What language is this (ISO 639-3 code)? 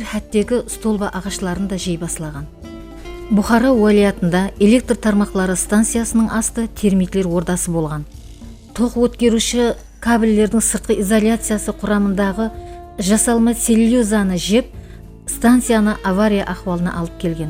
kaa